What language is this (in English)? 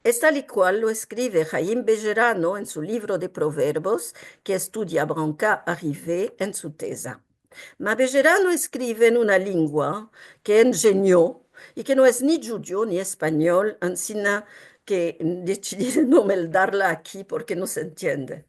Ladino